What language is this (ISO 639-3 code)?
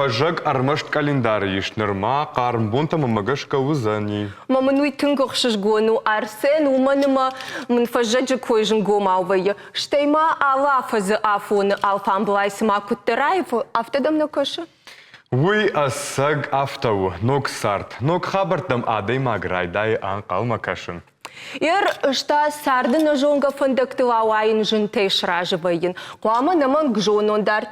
oss